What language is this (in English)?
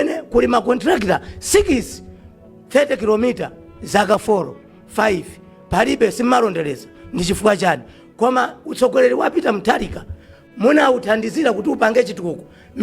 Nyanja